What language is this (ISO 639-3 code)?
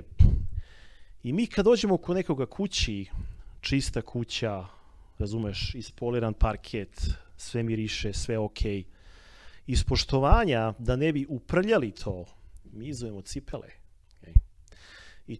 srp